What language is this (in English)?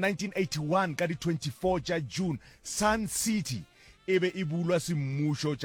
Northern Sotho